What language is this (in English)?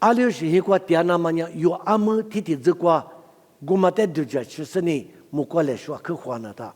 Lisu